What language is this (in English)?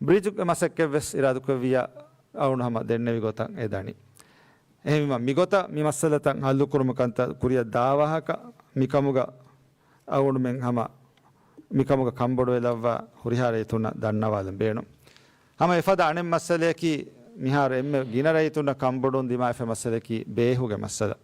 Divehi